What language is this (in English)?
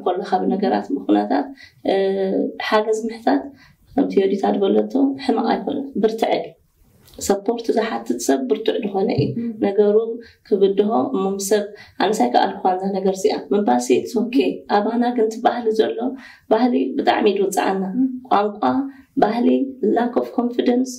Tigrinya